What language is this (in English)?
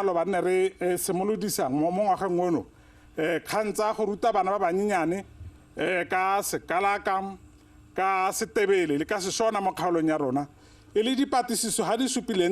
Tswana